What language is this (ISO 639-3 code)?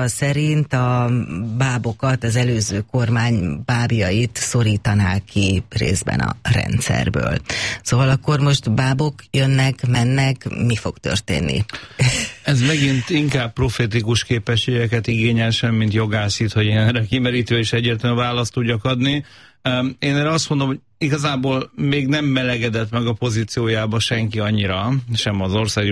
hun